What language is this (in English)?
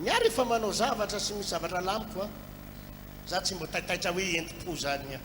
Malagasy